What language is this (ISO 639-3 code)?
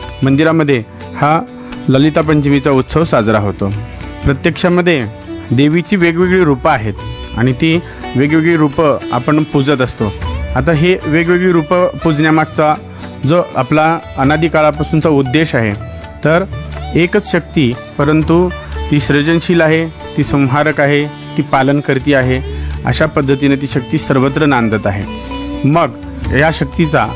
mar